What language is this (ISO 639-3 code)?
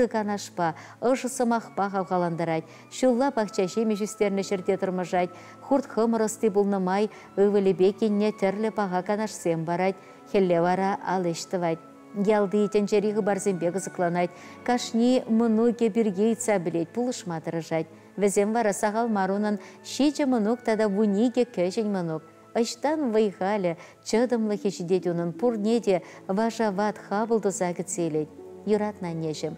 chv